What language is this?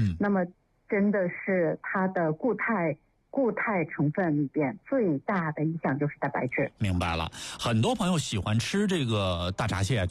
Chinese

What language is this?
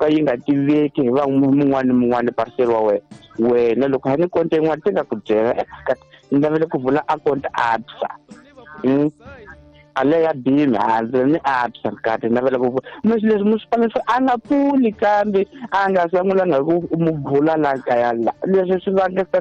Tsonga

